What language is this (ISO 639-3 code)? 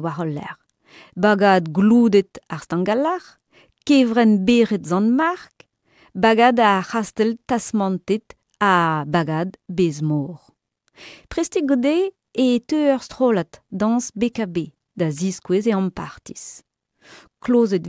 bre